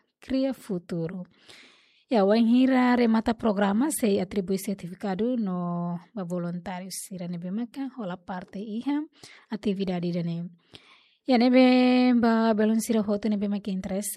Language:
Tetum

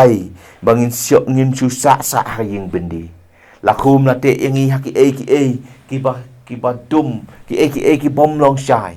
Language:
Khasi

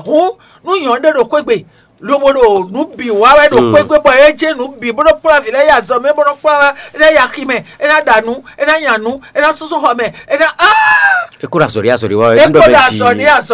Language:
Fon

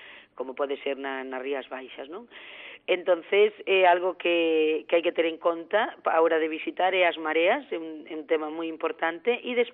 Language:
Galician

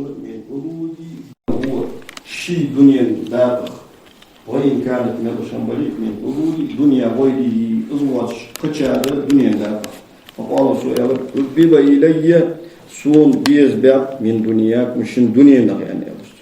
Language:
Ingush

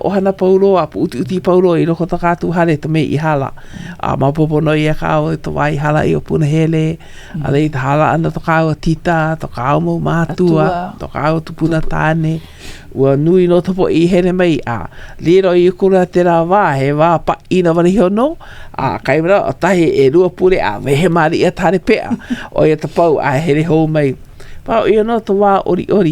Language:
Hawaiian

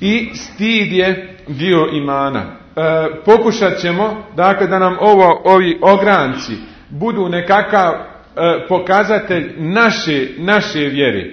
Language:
Bosnian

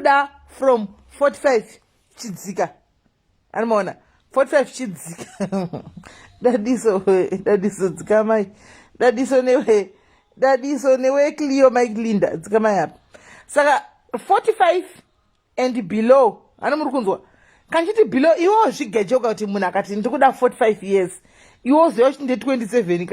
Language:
Shona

